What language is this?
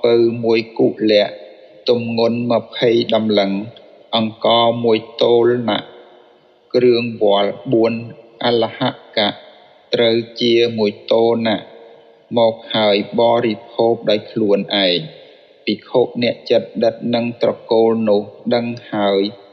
Khmer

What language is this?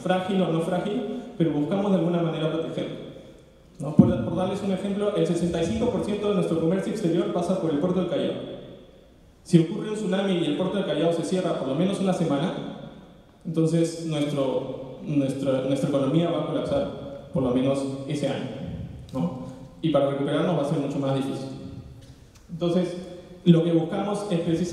Spanish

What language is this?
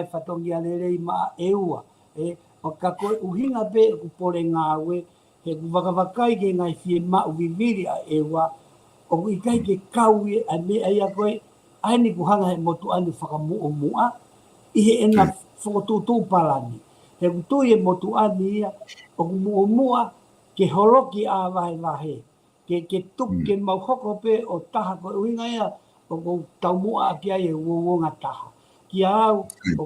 Tongan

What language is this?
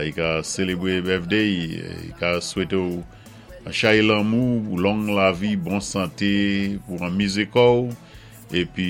Saint Lucian Creole French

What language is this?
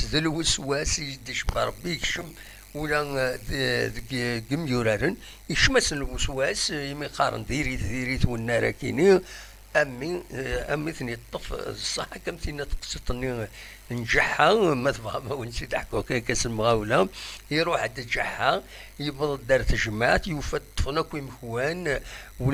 Kabyle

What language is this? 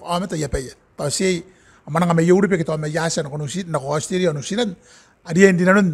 Gilbertese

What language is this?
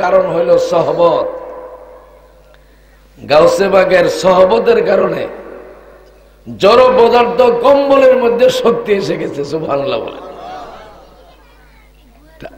Bangla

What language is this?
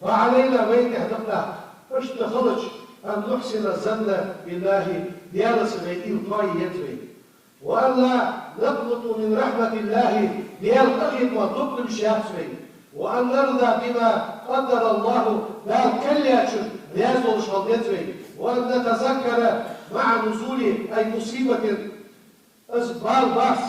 Ingush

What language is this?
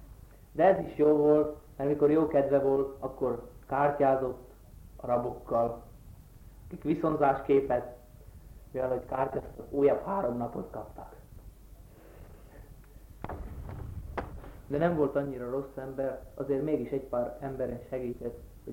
Hungarian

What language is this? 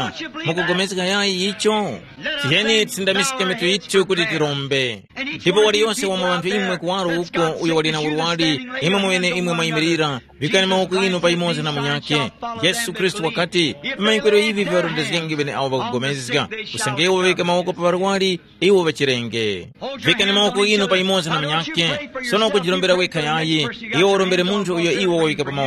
Tumbuka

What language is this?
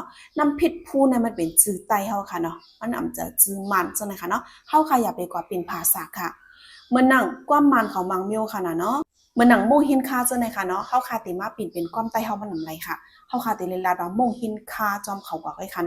Shan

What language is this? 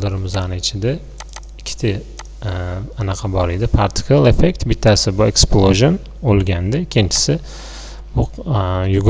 Uzbek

